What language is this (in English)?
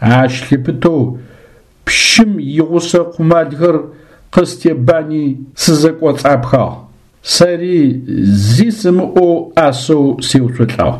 Adyghe